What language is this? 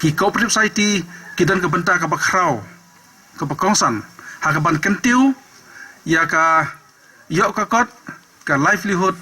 Khasi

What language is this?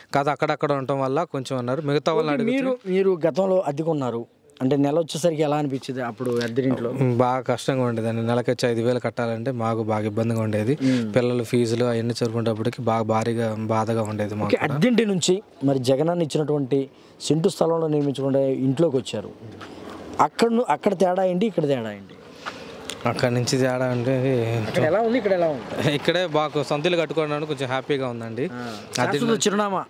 Telugu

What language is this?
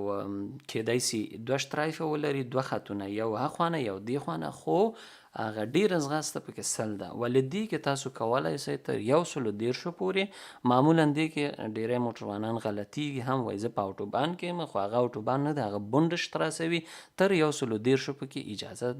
Pashto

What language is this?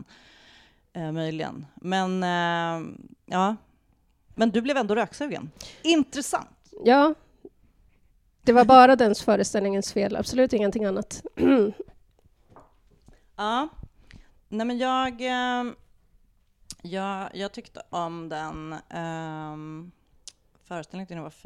Swedish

